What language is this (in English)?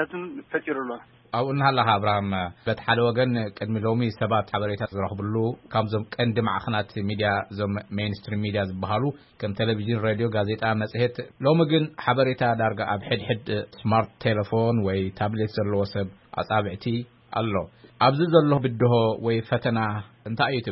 Tigrinya